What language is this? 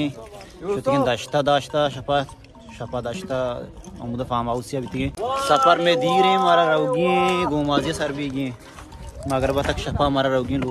Baluchi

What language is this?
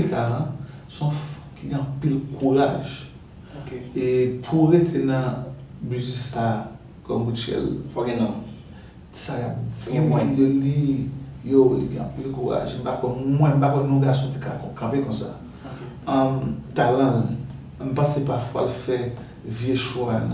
Haitian Creole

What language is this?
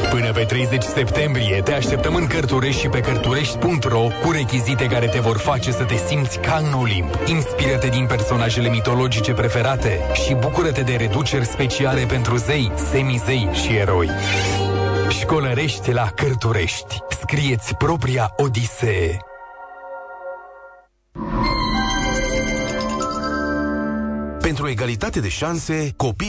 Romanian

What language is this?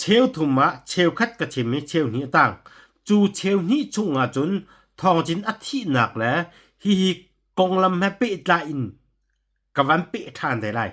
Hakha Chin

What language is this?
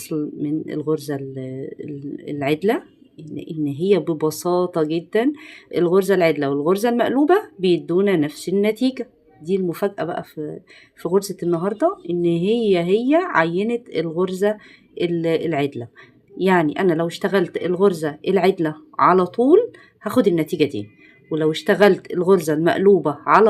Egyptian Arabic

